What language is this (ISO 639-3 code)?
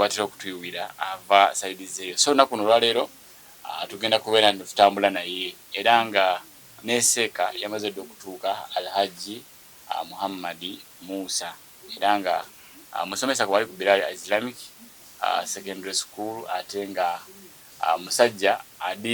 lug